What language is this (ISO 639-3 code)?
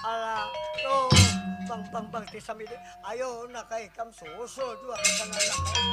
bjn